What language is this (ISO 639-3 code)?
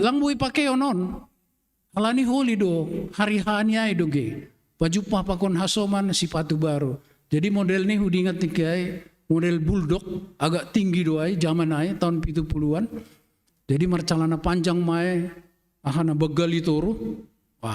bts